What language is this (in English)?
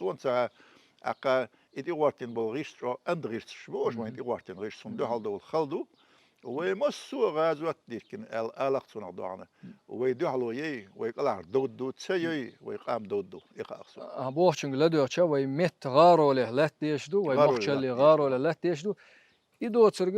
Chechen